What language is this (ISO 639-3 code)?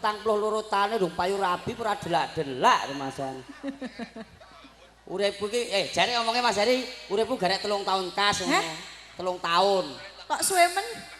jav